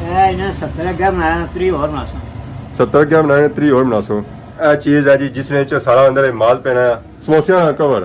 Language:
Pahari-Potwari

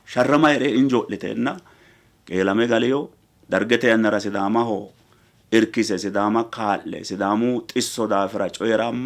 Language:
Sidamo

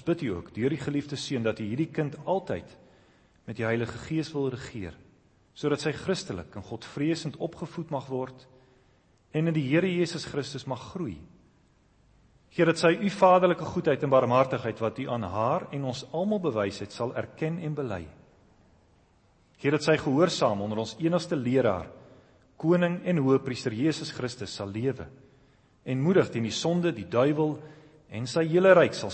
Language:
Afrikaans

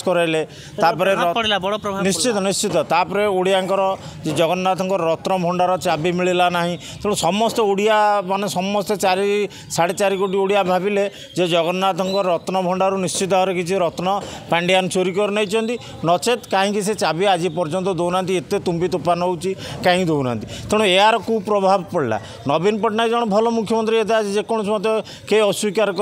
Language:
Odia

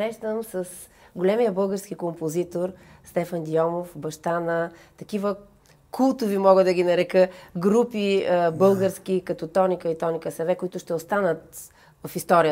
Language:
Bulgarian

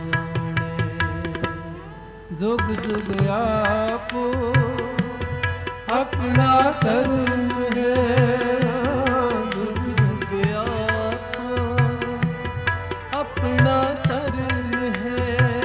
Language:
Punjabi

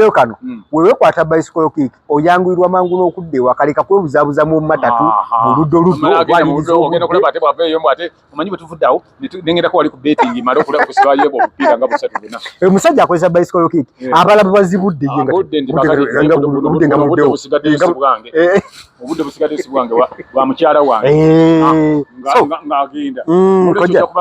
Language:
Ganda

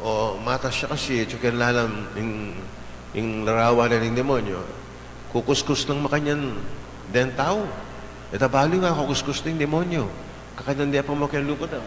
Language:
Pampanga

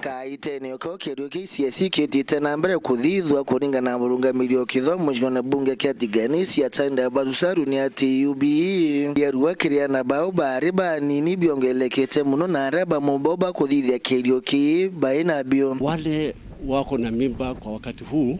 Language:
Meru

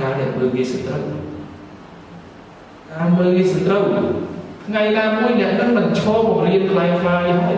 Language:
Khmer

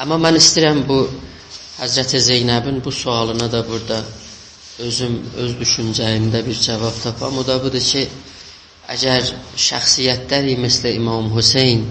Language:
South Azerbaijani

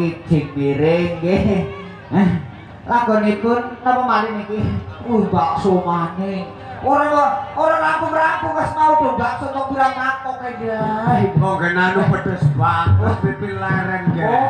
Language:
Javanese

